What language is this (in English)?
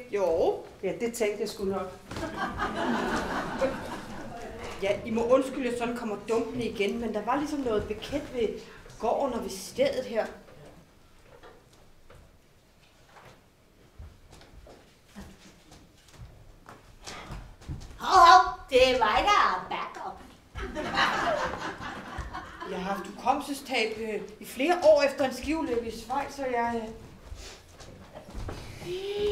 Danish